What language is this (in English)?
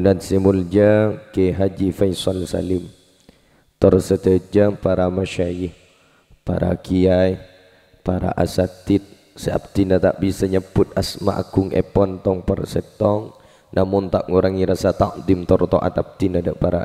Madurese